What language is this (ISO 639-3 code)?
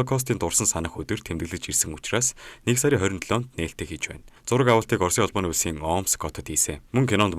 mon